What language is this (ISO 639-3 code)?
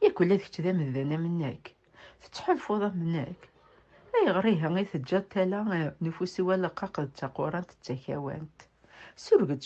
kab